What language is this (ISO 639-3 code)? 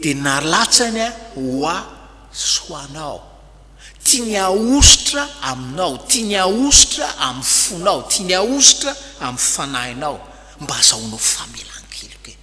mlg